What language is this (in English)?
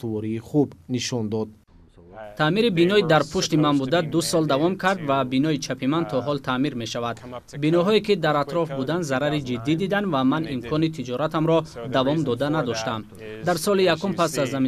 Tajik